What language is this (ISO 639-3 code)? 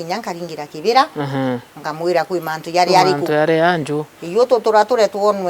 mer